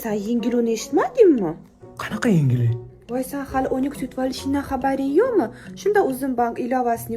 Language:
Uzbek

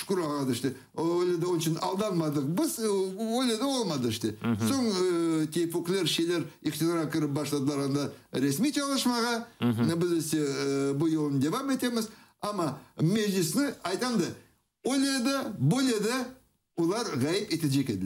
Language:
Crimean Tatar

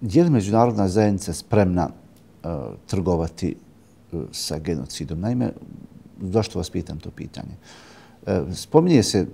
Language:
Bosnian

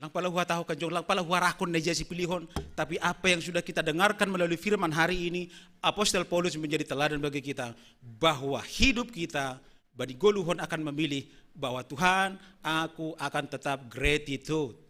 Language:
Batak Simalungun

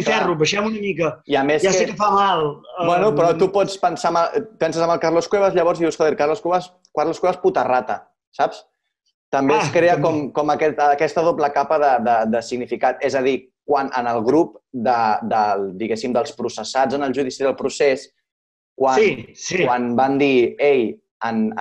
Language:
Catalan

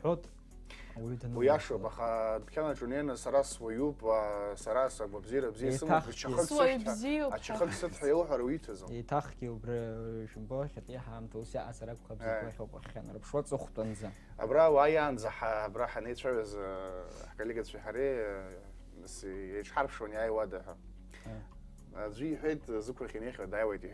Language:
Abkhazian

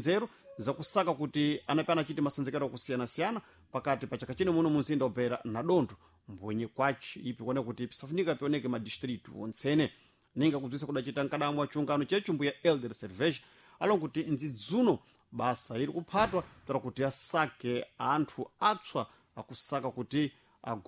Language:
Sena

